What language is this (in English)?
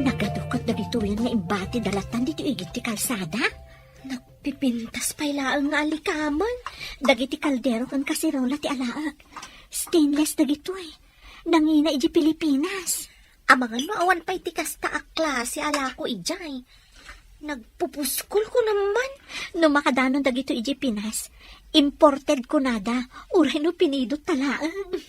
Iloko